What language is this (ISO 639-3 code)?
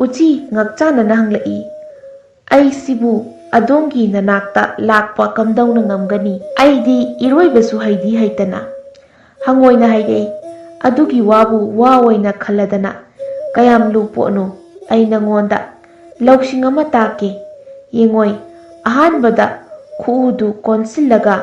mni